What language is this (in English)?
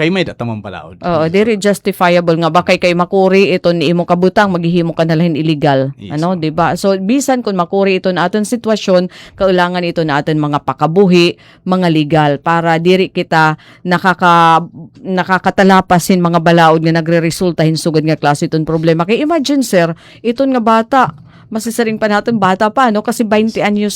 Waray